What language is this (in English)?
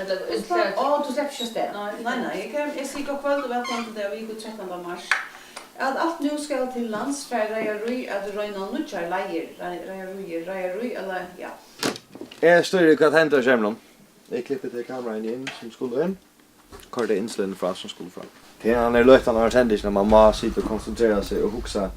Faroese